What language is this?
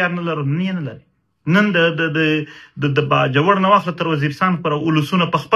Pashto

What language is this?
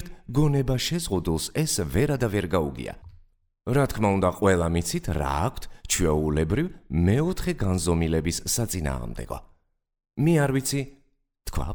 Georgian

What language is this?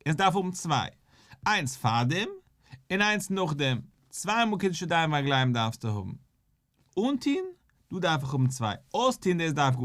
Yiddish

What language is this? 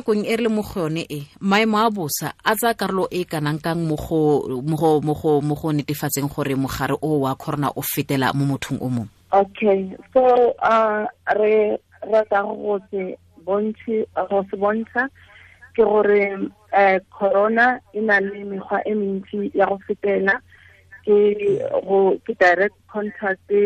Tswana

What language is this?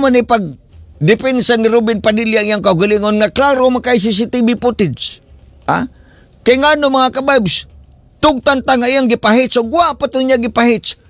Cebuano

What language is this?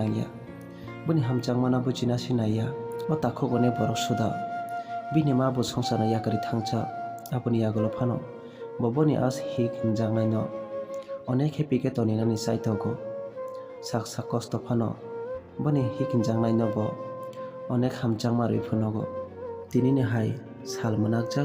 Kok Borok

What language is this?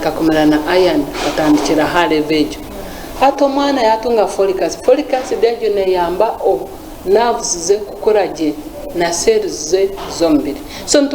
Nyankole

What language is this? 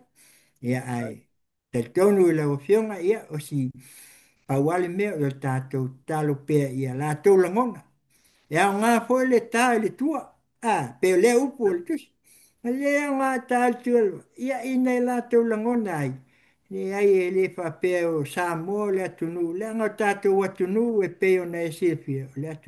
Samoan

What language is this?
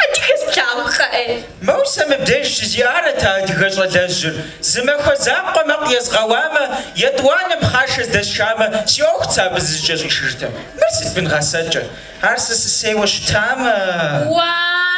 Kabardian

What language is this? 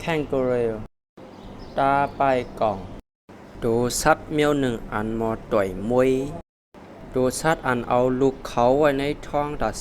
Shan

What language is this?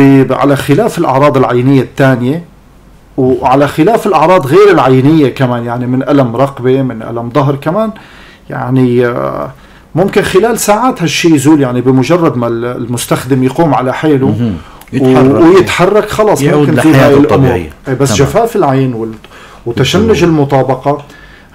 North Levantine Arabic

